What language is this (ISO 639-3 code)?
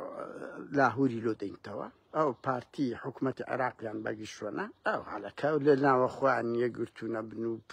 ckb